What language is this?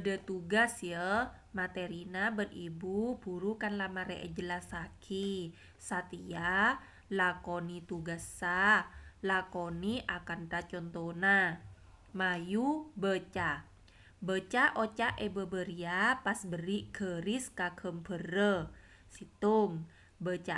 Madurese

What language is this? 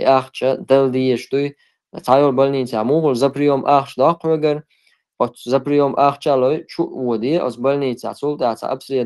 Chechen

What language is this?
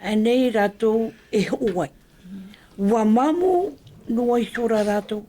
Tahitian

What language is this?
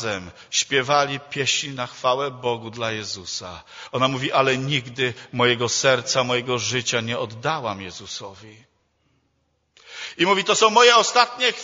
Polish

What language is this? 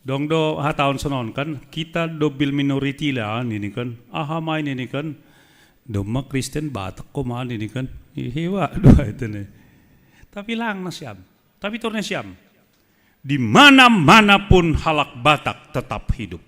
Batak Simalungun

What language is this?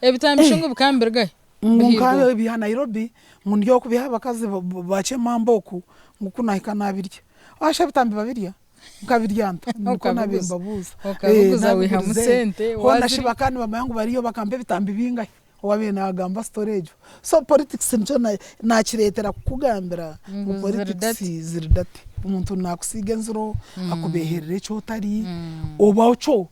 Nyankole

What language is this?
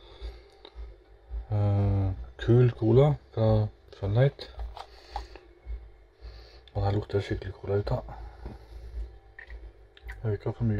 Norwegian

